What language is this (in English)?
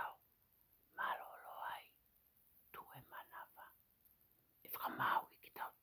Tongan